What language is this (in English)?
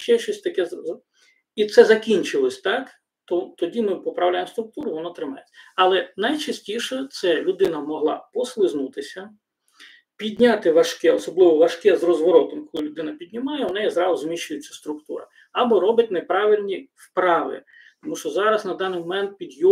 Ukrainian